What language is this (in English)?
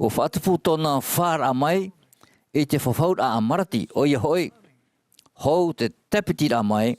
Tahitian